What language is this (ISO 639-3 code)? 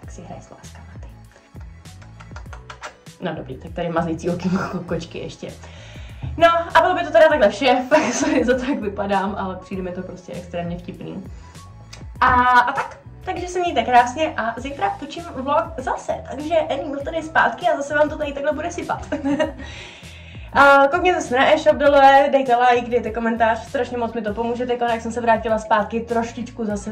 ces